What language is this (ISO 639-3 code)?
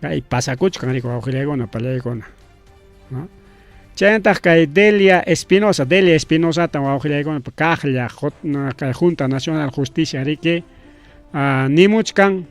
quy